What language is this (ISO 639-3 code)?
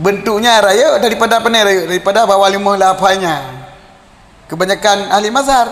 ace